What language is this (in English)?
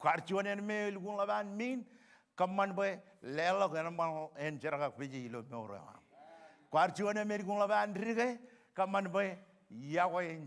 Marshallese